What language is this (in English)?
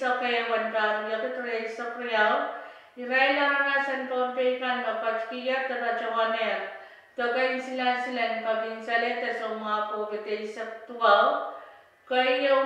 Pohnpeian